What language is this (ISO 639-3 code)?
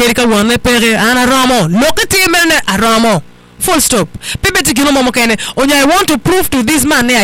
ach